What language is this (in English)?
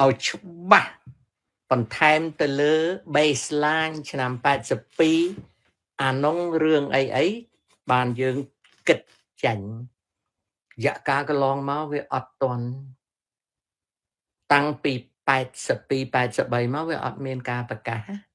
Khmer